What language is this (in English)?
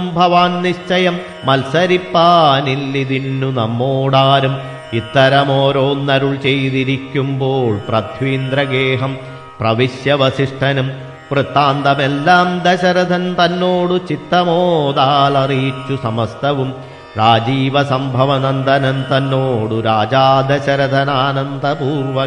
Malayalam